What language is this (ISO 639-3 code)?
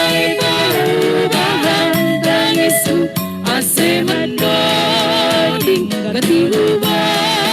bts